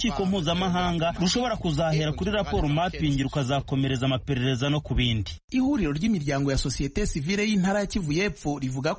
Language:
Kinyarwanda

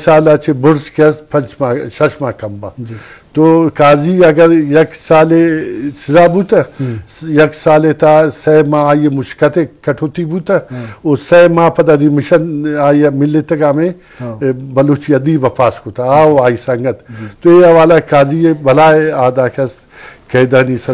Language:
Eastern Balochi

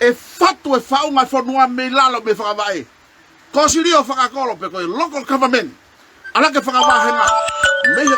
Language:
Tongan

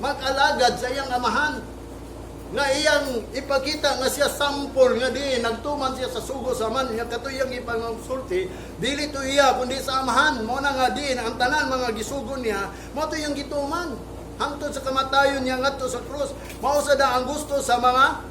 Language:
Cebuano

